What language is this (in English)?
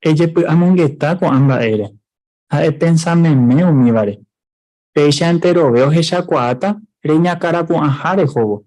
Guarani